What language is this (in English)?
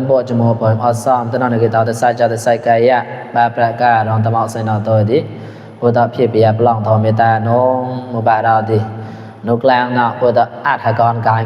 Mon